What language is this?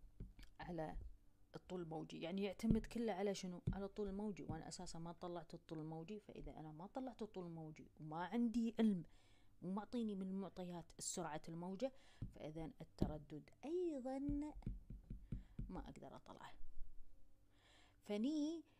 Arabic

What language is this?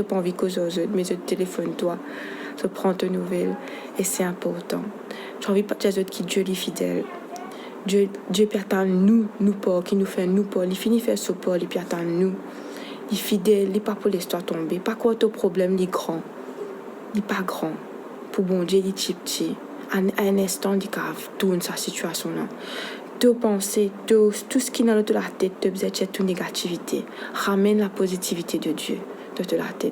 Morisyen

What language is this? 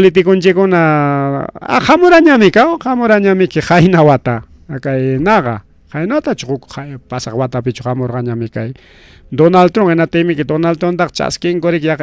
Ayacucho Quechua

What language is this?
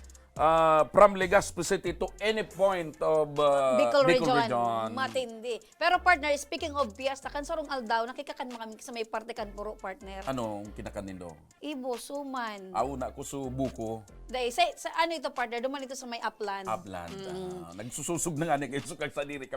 Bikol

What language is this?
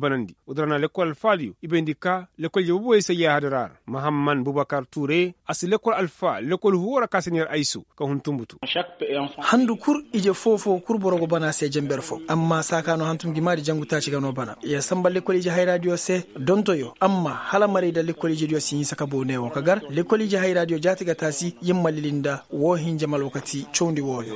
Koyraboro Senni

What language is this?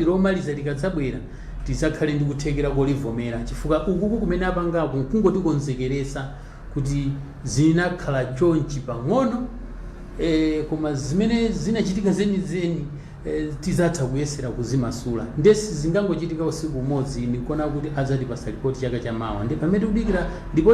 Nyanja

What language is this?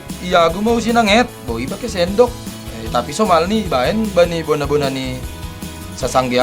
Batak Simalungun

